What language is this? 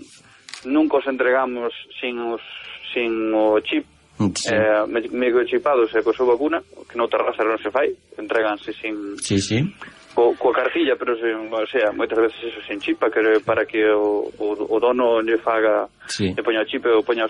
Galician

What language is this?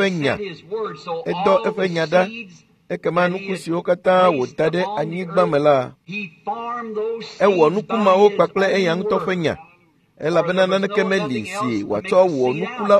Ewe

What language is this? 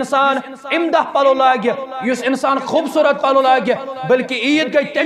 Kashmiri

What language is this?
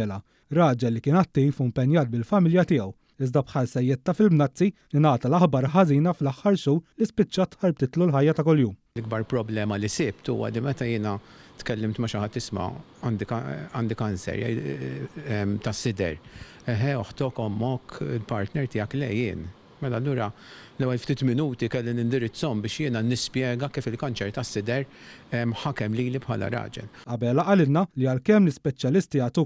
Maltese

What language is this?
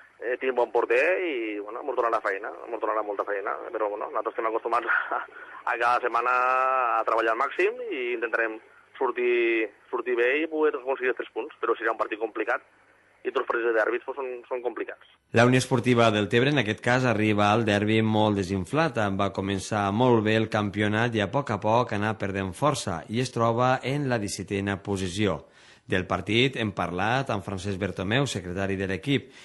Catalan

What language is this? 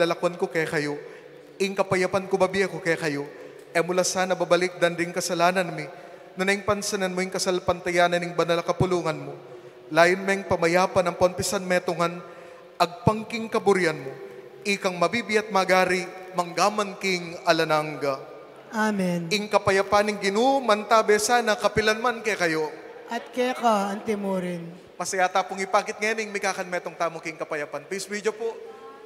Pampanga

